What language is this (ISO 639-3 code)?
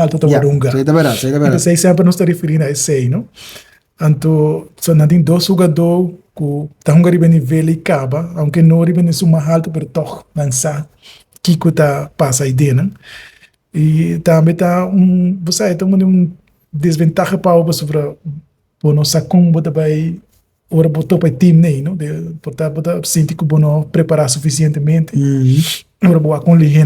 pap